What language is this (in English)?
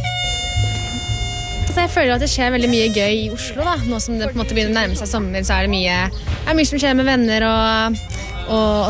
Norwegian